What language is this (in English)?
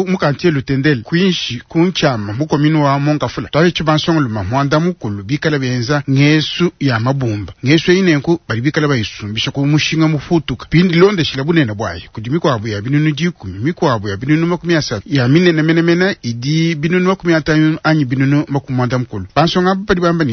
Luba-Lulua